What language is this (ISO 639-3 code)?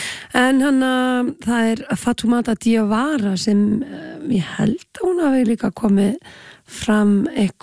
isl